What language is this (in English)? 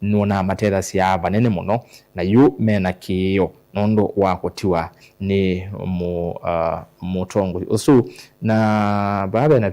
Kamba